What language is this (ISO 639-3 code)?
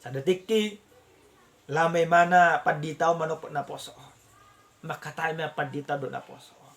bbc